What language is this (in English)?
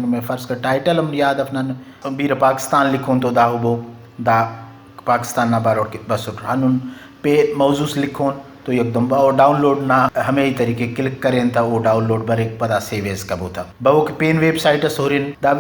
Brahui